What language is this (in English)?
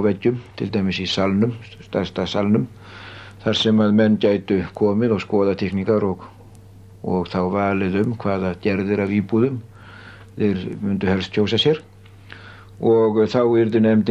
Icelandic